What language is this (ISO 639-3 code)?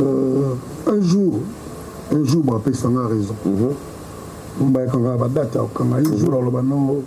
lin